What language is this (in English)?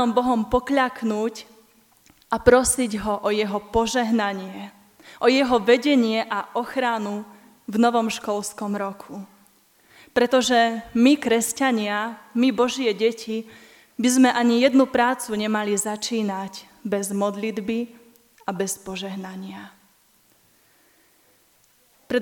Slovak